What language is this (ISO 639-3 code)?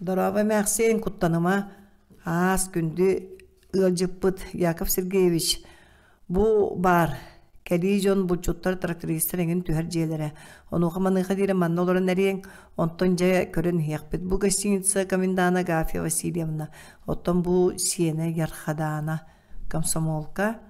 sah